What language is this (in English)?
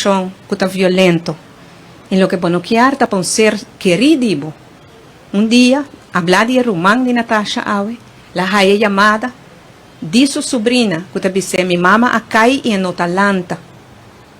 Papiamento